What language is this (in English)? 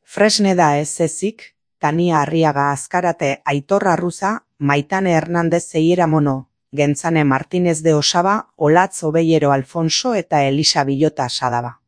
Basque